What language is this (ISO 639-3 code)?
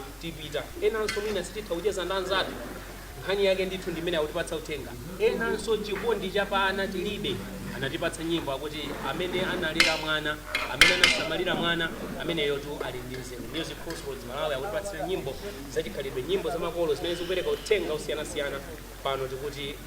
nya